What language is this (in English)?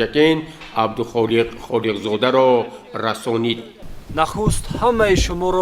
Tajik